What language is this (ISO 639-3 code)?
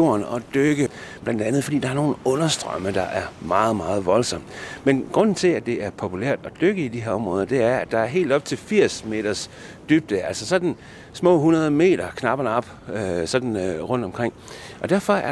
dan